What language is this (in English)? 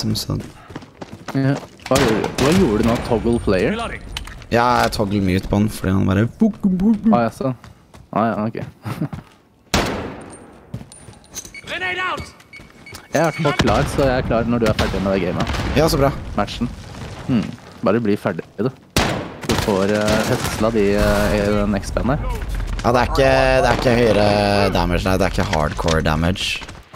Norwegian